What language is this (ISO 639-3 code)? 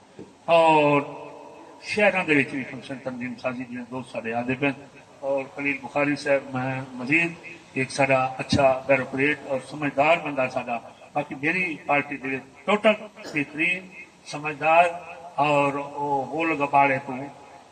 skr